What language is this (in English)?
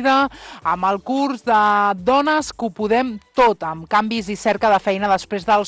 Catalan